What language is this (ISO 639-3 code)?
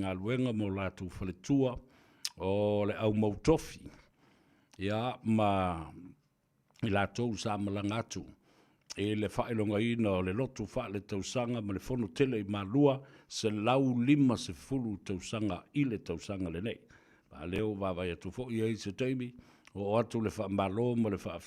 smo